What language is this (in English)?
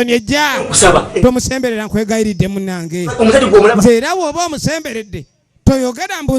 Ganda